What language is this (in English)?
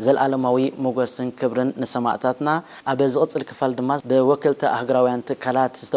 Tigrinya